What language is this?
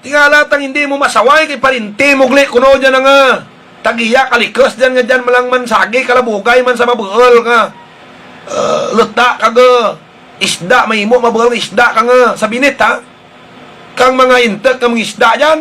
Hiligaynon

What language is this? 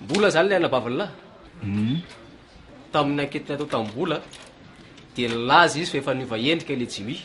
Malagasy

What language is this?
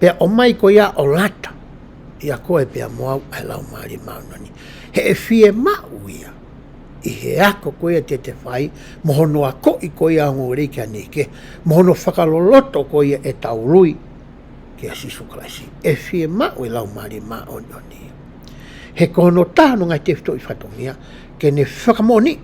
Tongan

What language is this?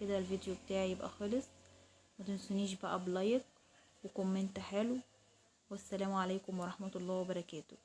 Egyptian Arabic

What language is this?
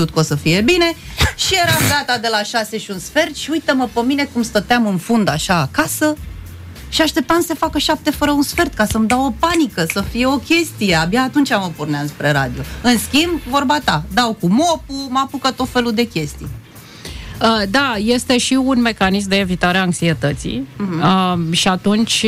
Romanian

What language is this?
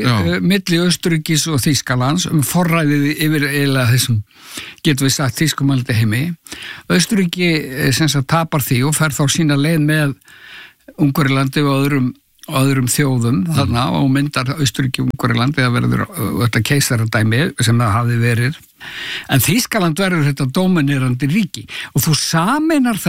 Icelandic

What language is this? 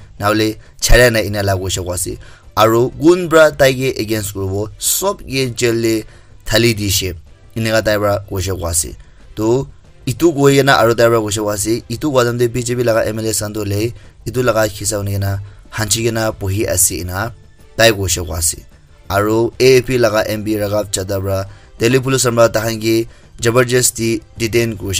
Naga Pidgin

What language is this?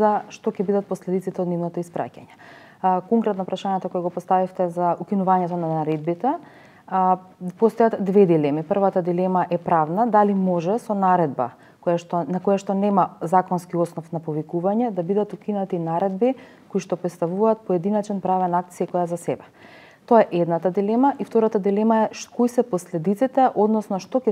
Macedonian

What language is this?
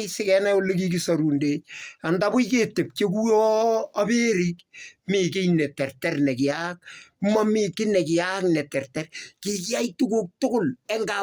Kalenjin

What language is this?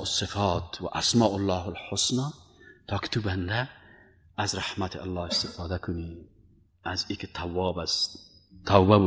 Persian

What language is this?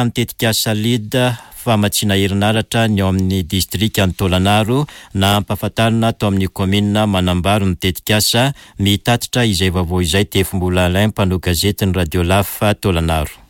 Malagasy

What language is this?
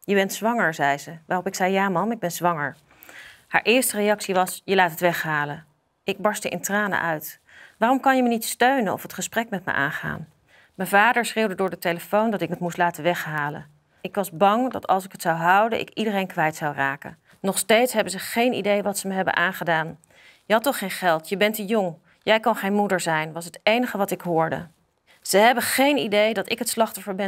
Dutch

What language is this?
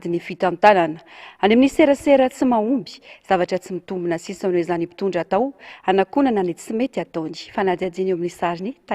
Malagasy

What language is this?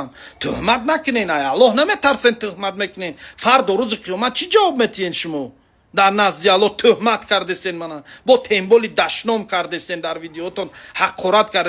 Tajik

